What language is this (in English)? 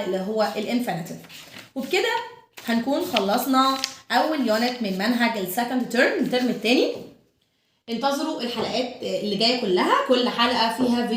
Egyptian Arabic